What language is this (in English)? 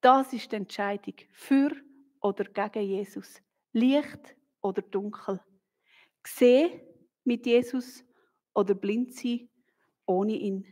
Swiss German